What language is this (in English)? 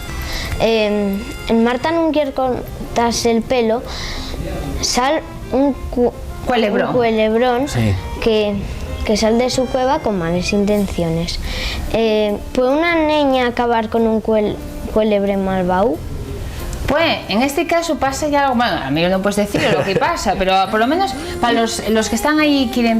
Asturian